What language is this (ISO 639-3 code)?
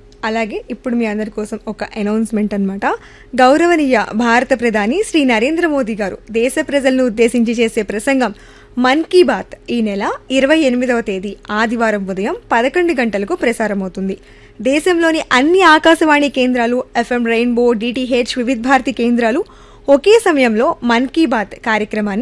tel